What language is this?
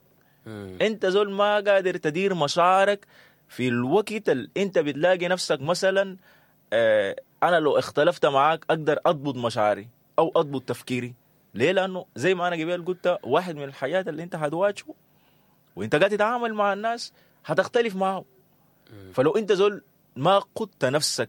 Sudanese Arabic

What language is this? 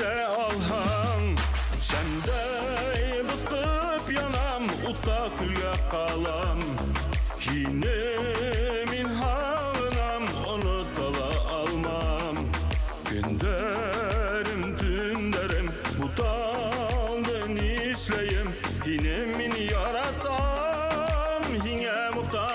Bashkir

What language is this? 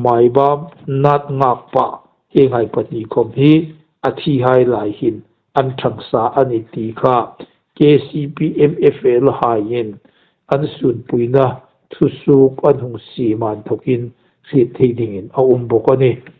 Hmar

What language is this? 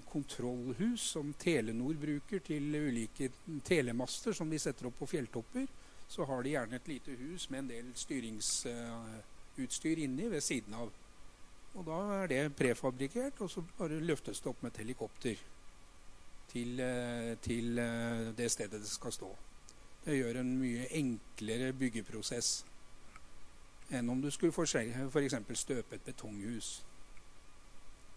Norwegian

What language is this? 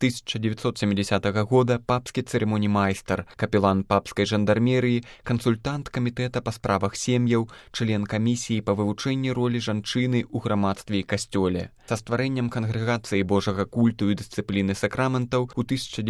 Belarusian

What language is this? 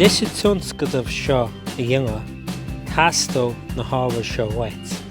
Irish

